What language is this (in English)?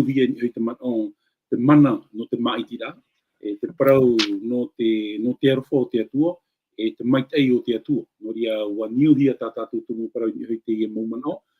Tahitian